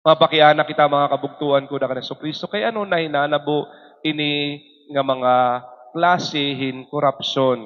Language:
Waray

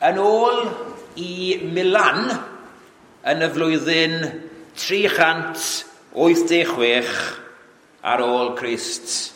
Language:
Welsh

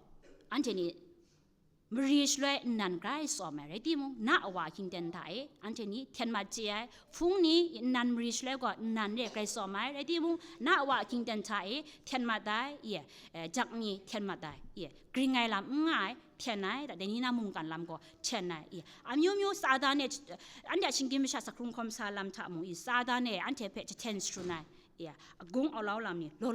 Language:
Kachin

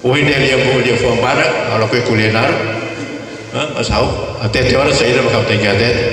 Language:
Tetum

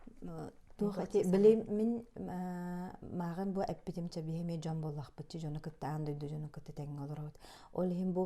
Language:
Yakut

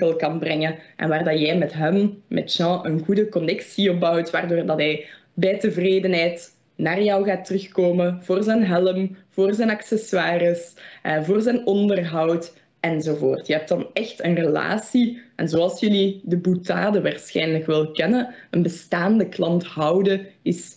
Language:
Dutch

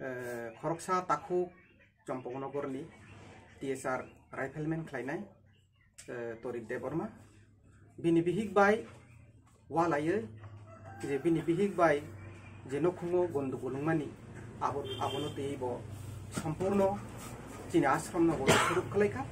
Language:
Kok Borok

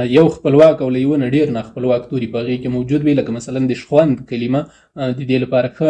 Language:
Pashto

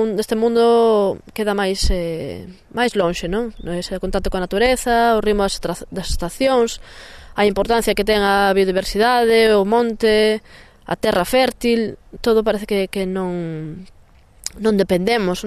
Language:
Galician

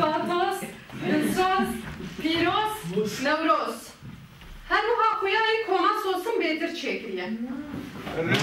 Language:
Kurdish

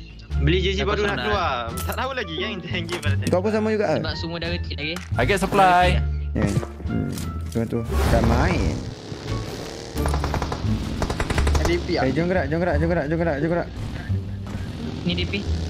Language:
Malay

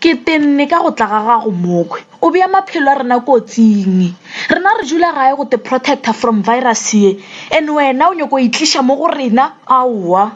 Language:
Northern Sotho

